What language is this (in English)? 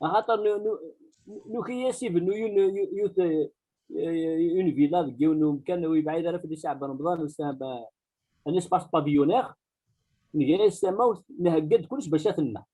Kabyle